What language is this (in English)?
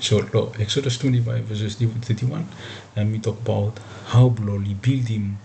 Bislama